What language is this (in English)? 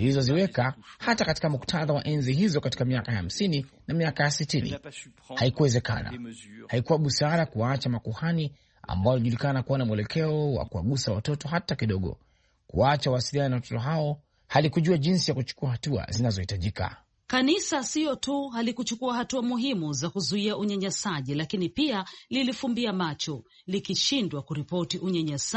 Swahili